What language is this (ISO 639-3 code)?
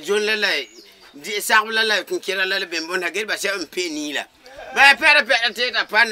gur